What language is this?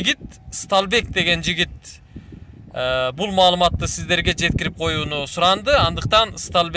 Kyrgyz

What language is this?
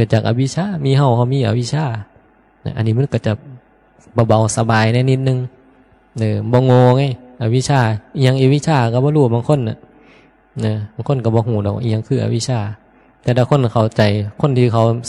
Northeastern Thai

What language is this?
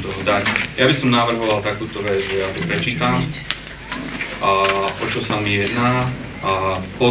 Slovak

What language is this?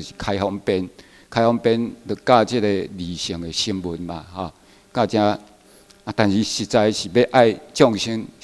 Chinese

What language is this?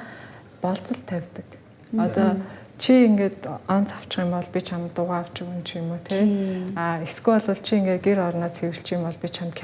Mongolian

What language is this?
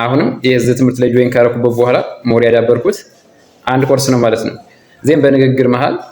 Amharic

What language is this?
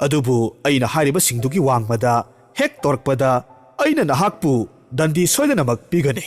Manipuri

